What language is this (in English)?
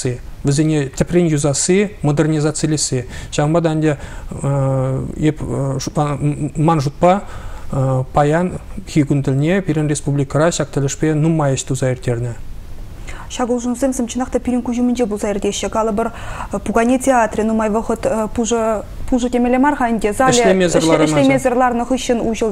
Chuvash